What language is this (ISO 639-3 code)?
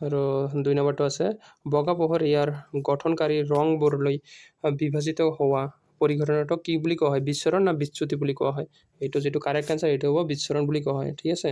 asm